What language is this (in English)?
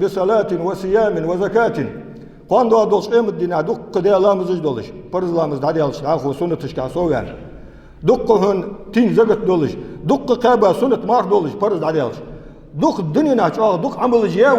Ingush